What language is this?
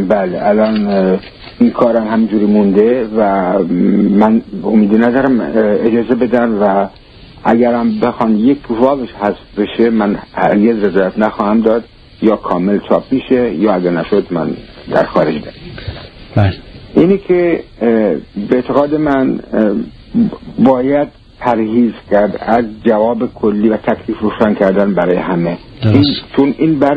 Persian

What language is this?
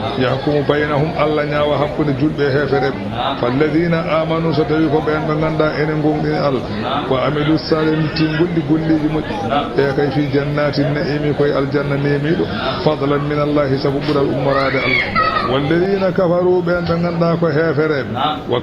Fula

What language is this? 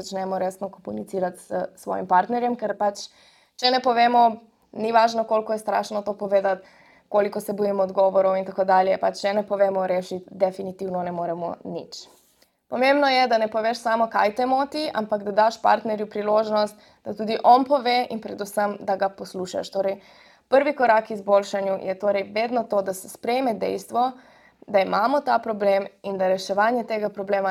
Slovenian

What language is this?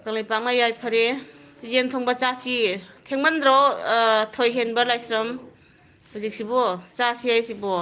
Manipuri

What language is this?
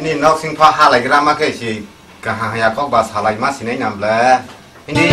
Kok Borok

